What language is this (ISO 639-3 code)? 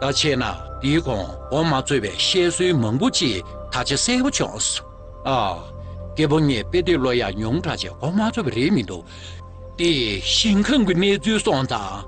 bod